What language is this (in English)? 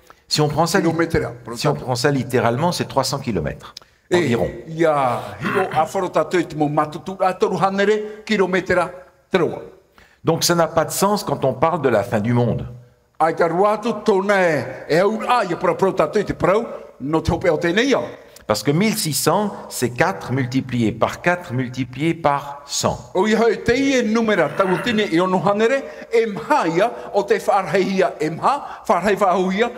Tahitian